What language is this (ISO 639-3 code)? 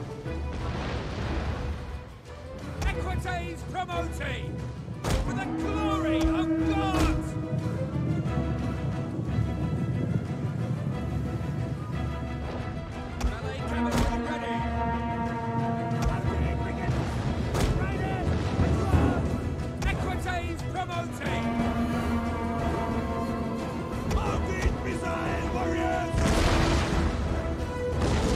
eng